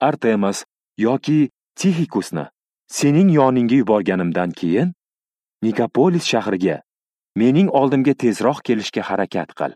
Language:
Uzbek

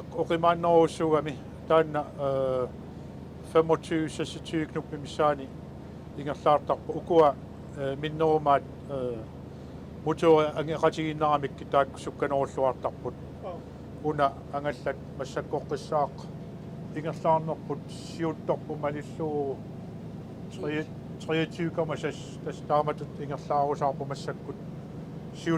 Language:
Kalaallisut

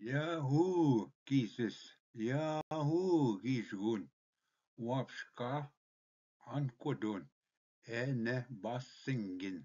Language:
Ojibwa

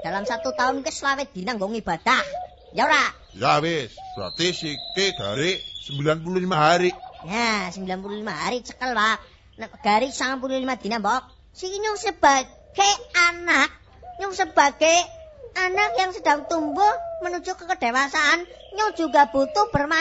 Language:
Javanese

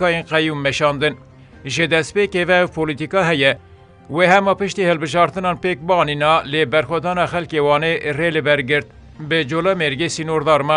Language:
Kurdish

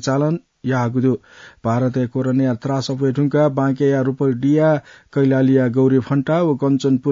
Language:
Newari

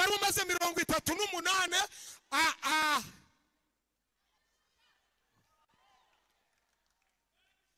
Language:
Kinyarwanda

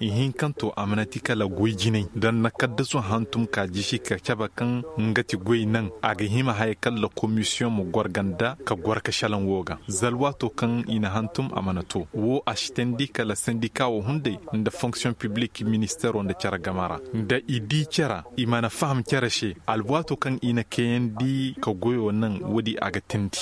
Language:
Koyraboro Senni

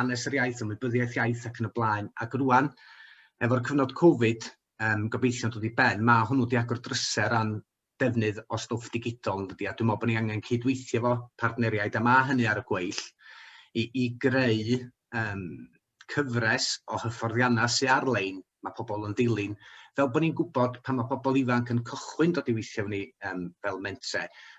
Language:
Welsh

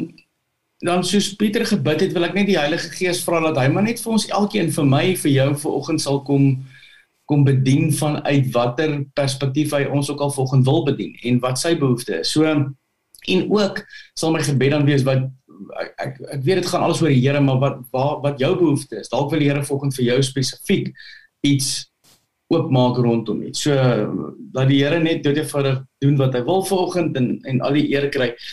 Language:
Afrikaans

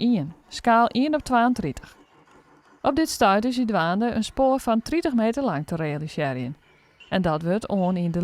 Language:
Western Frisian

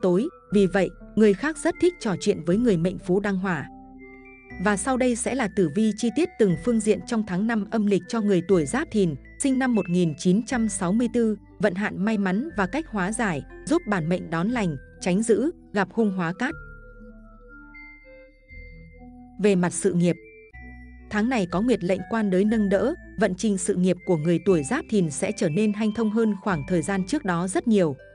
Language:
Vietnamese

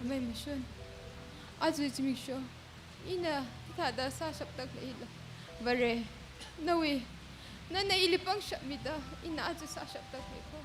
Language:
Tangkhul Naga (India)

